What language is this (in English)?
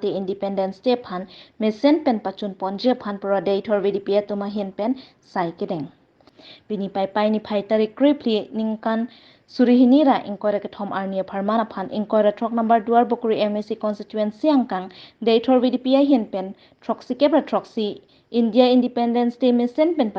Karbi